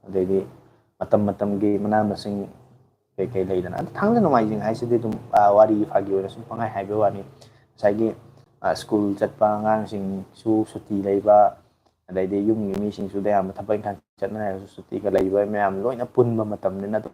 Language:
Manipuri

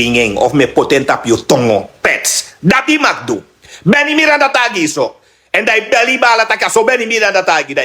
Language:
Sranan Tongo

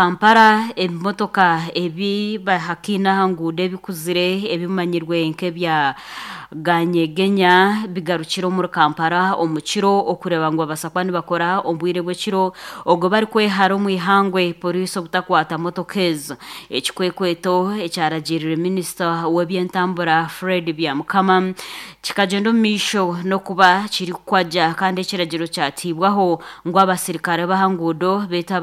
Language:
Nyankole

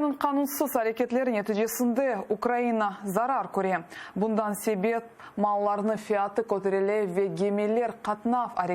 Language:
Crimean Tatar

